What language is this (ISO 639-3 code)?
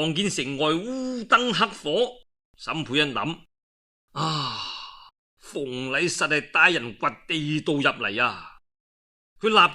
yue